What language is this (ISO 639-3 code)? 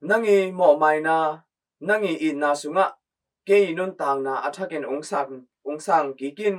ctd